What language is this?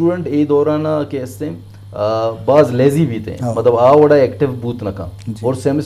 Eastern Balochi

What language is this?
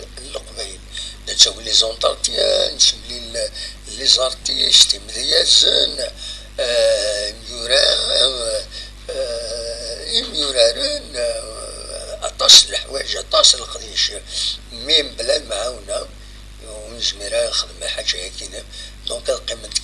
Kabyle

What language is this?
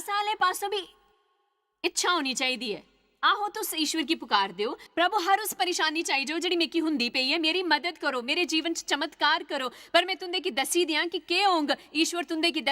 Dogri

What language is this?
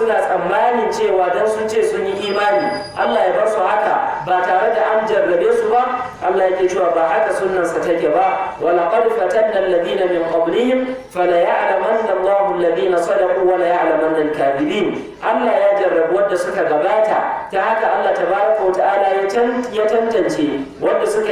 Hausa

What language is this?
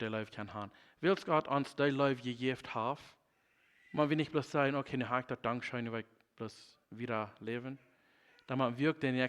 Plautdietsch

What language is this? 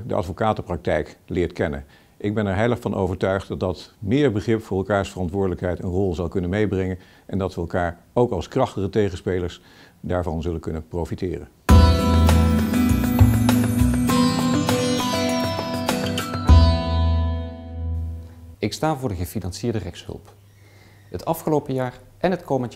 Dutch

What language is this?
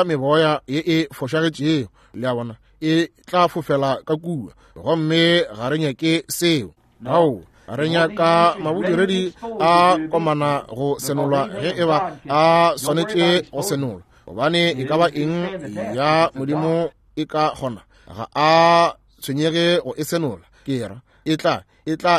Northern Sotho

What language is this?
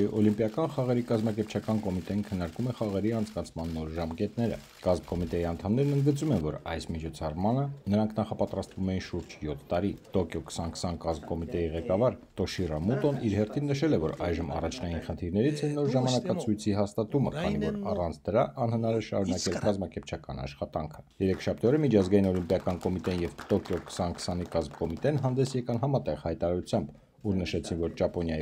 Armenian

